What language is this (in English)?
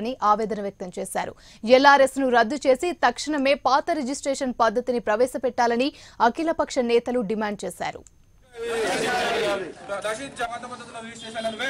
Telugu